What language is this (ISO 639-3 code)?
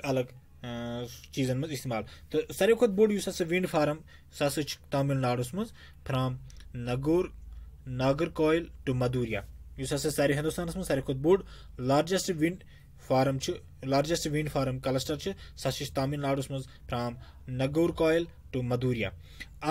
kas